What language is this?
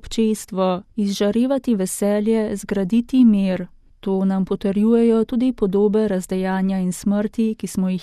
Slovenian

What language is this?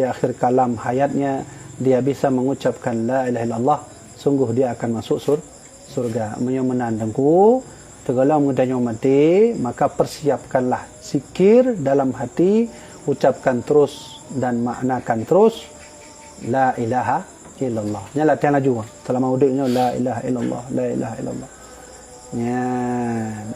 Achinese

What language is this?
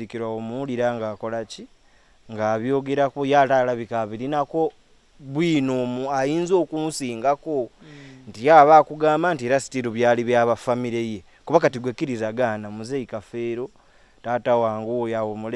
Ganda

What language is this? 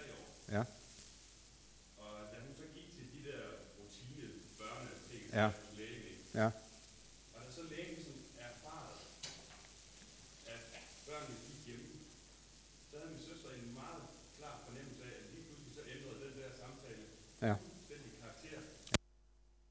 Danish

